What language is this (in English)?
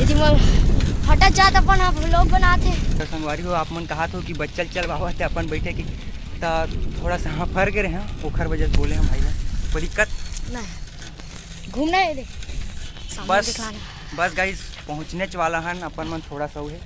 Chhattisgarhi